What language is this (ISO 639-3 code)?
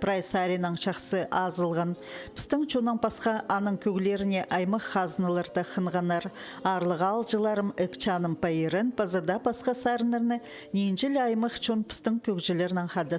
kjh